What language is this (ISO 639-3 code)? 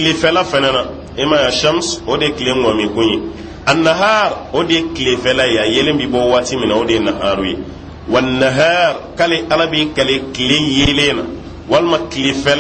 bam